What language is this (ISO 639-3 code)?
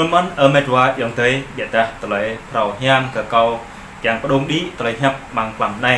jra